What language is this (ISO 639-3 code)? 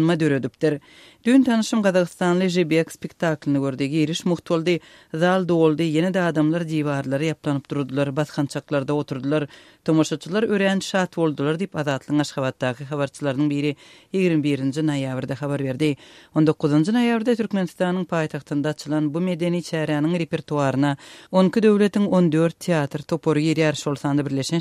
tuk